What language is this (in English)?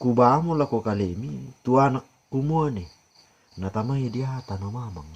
Toraja-Sa'dan